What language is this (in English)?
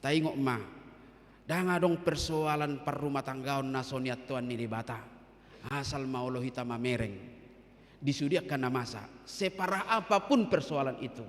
Batak Toba